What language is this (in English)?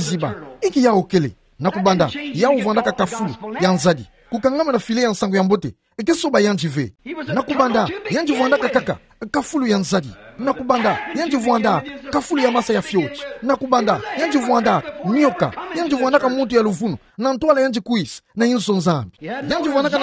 Kituba (Democratic Republic of Congo)